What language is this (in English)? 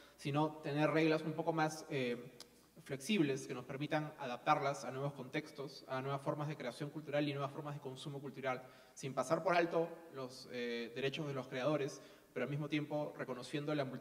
Spanish